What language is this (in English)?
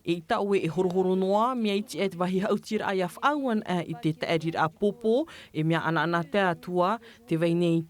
Tahitian